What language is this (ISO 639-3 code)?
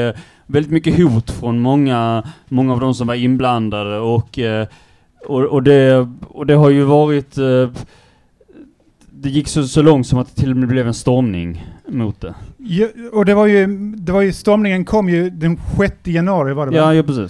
swe